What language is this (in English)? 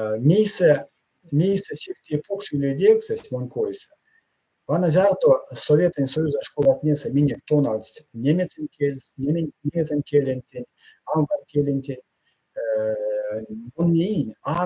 Erzya